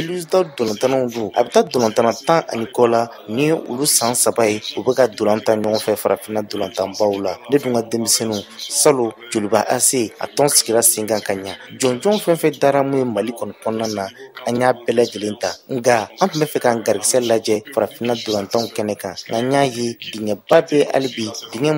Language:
Bambara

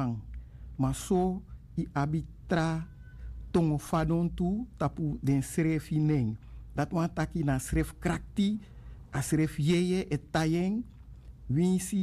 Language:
Sranan Tongo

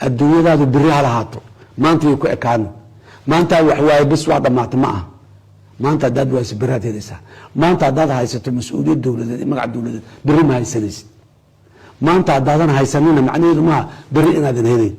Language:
Somali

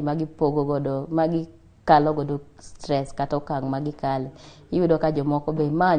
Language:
Luo (Kenya and Tanzania)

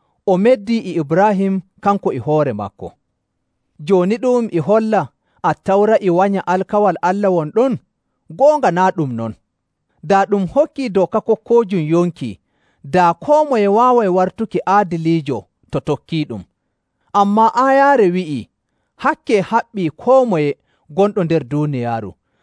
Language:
Nigerian Fulfulde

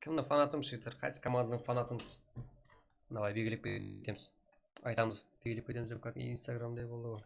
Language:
Kara-Kalpak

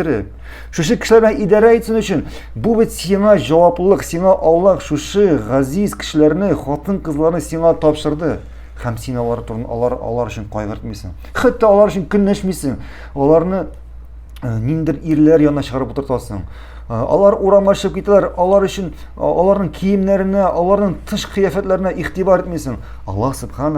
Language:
Tatar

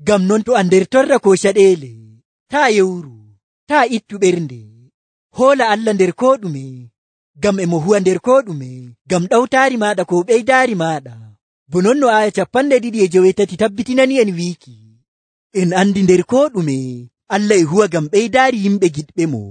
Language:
Nigerian Fulfulde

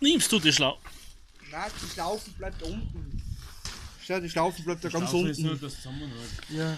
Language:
Bavarian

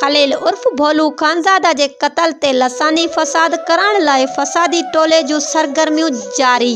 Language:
Sindhi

